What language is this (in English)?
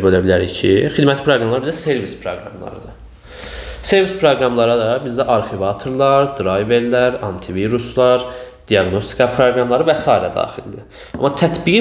Azerbaijani